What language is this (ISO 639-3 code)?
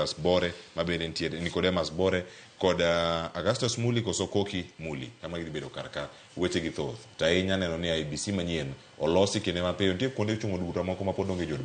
luo